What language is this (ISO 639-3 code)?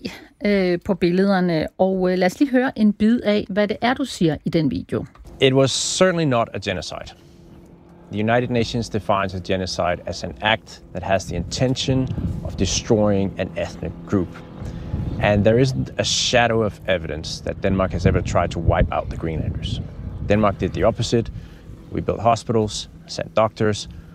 dan